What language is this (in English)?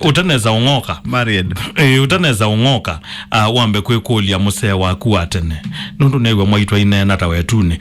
Kamba